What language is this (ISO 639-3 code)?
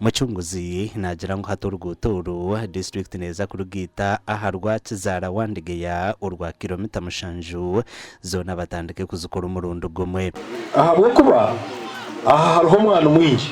nyn